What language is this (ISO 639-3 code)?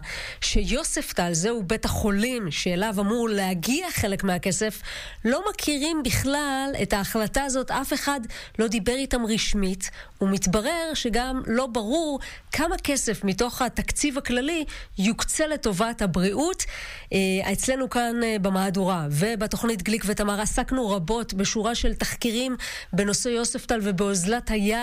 heb